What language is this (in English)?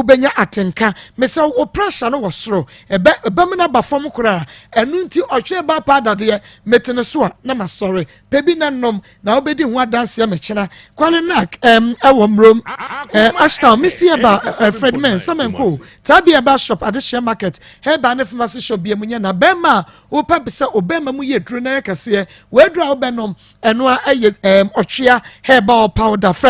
Akan